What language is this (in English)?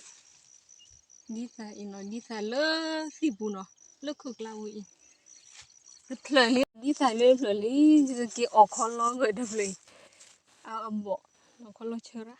S'gaw Karen